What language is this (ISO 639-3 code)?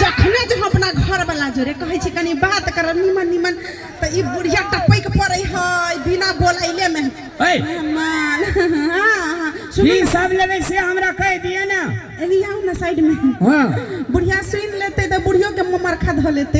mai